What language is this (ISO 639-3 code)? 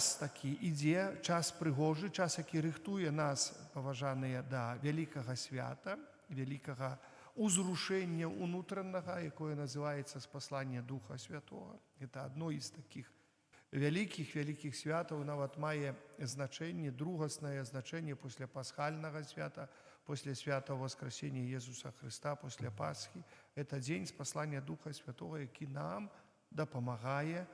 bel